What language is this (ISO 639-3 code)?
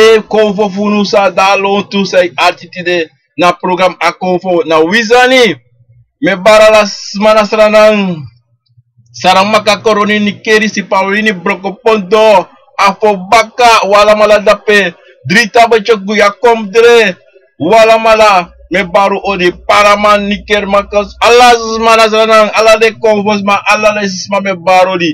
srn